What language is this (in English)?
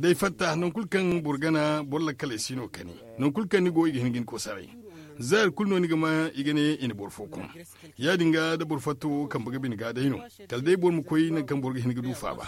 Zarma